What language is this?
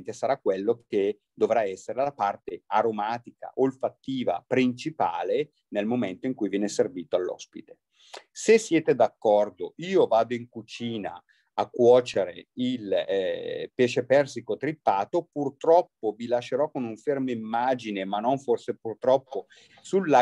Italian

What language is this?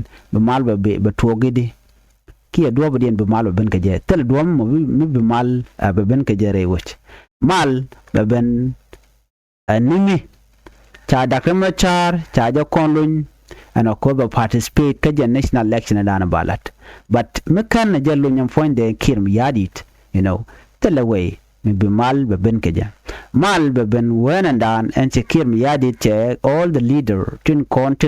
Nuer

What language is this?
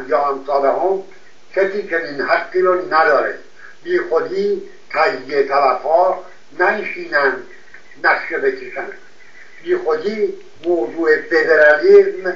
Persian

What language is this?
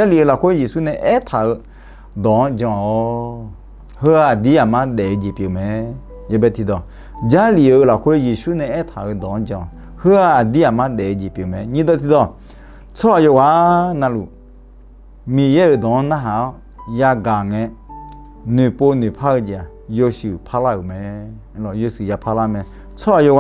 Akha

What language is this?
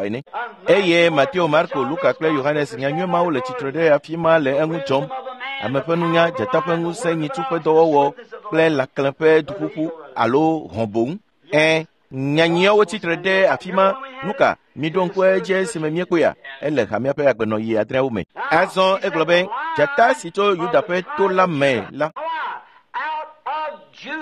Ewe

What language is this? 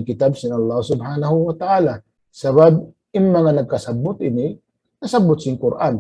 Tausug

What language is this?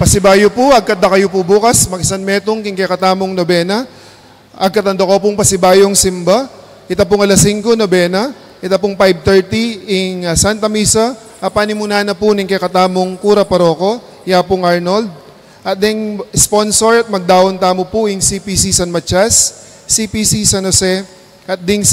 Pampanga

